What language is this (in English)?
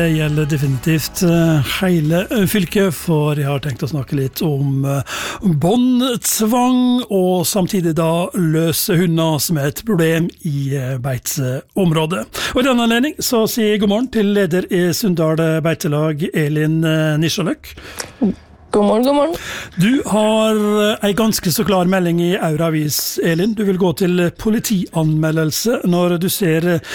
Norwegian